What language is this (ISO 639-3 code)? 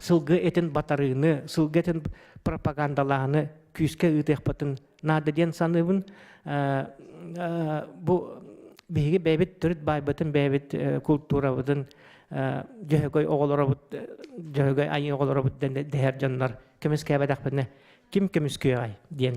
sah